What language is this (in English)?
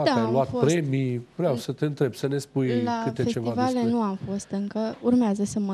Romanian